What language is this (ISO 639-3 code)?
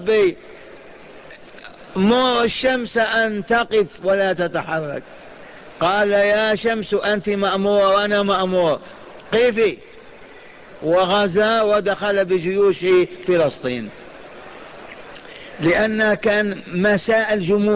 ara